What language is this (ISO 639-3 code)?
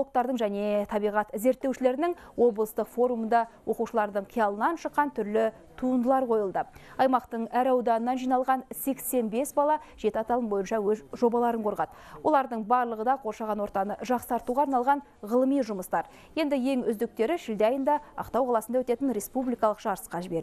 kaz